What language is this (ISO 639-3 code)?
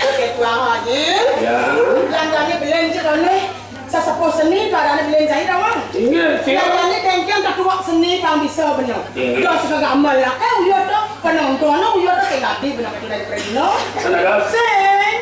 ban